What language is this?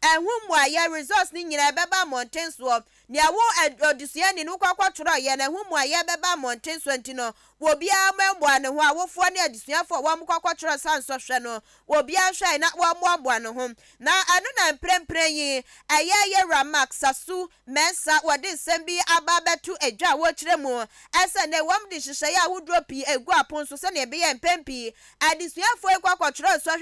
Akan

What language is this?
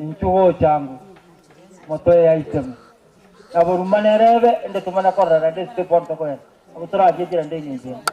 Gusii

